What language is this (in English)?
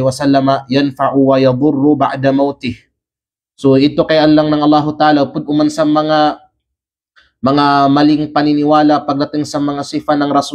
Kalagan